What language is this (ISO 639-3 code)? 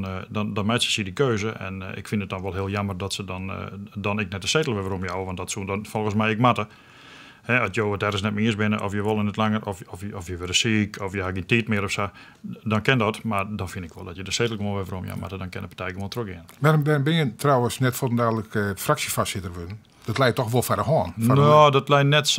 fry